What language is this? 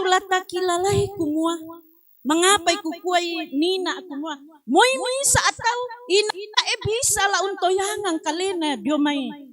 Toraja-Sa'dan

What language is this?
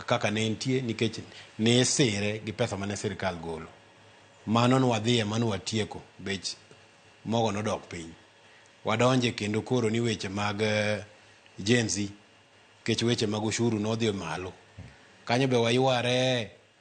Luo (Kenya and Tanzania)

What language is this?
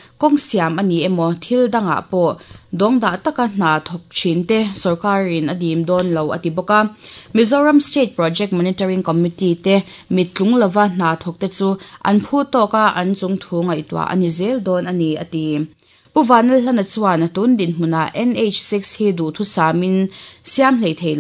Mizo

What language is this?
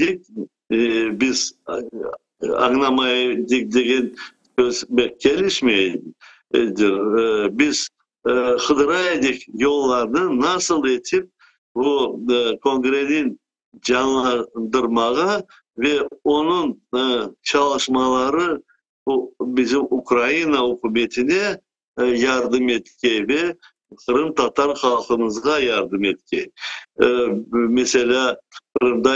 Crimean Tatar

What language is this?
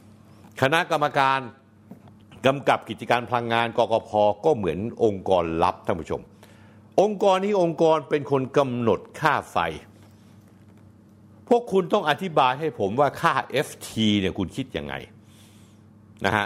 Thai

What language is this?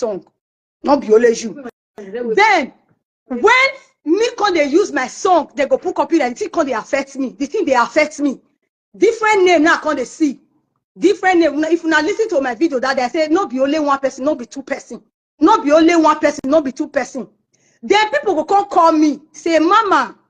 Nigerian Pidgin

